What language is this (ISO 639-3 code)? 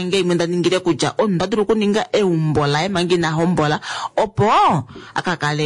kua